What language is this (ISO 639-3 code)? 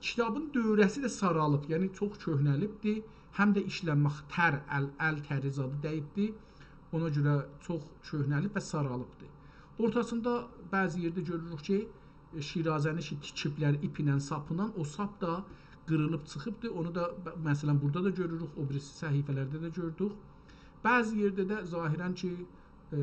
azb